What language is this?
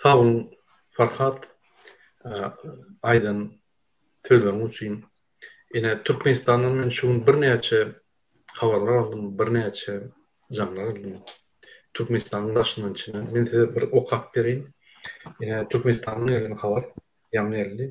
Turkmen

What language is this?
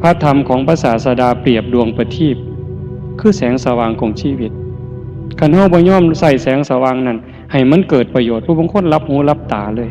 Northeastern Thai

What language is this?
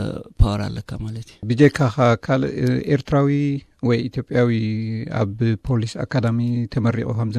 Tigrinya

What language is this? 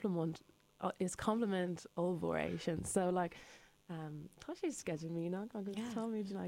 Irish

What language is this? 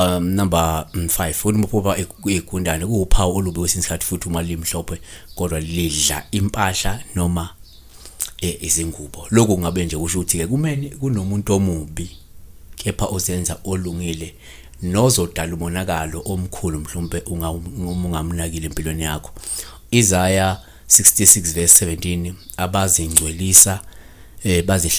Zulu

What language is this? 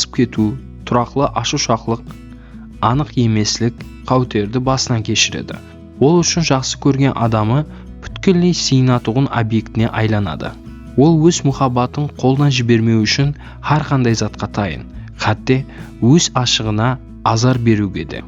Kara-Kalpak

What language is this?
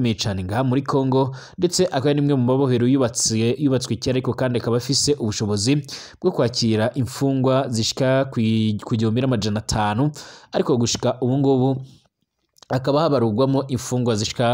Rundi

